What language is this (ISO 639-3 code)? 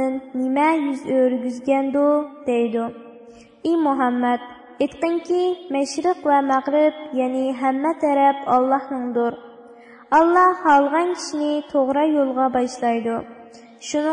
uig